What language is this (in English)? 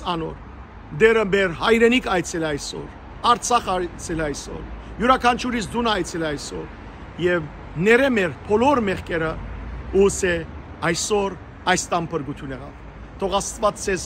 Western Armenian